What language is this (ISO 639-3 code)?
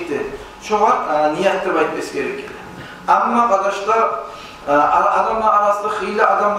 kum